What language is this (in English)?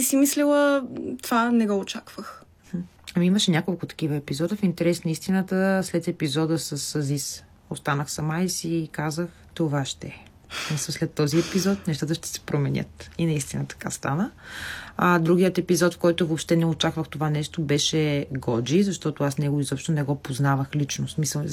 Bulgarian